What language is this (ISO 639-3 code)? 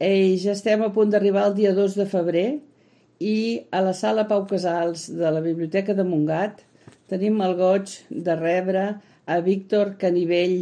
cat